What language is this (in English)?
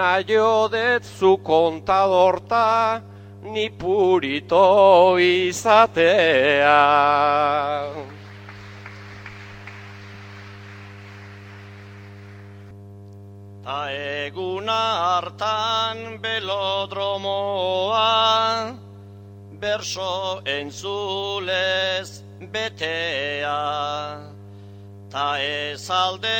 Basque